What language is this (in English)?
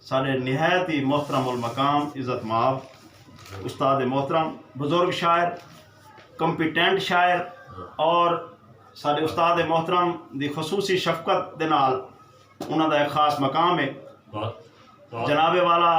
Saraiki